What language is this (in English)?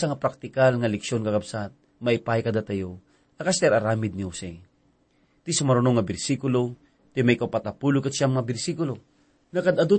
Iloko